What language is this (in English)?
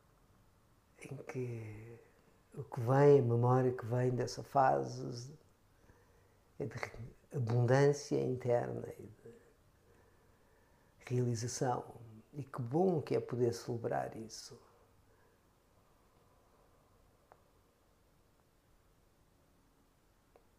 Portuguese